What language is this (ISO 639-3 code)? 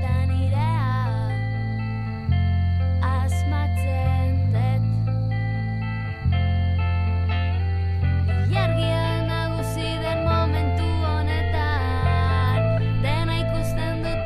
eus